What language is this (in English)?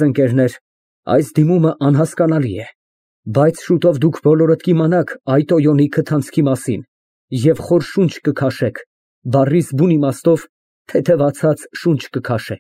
Armenian